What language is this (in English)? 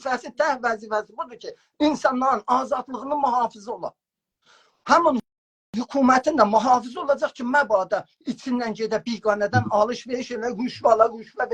South Azerbaijani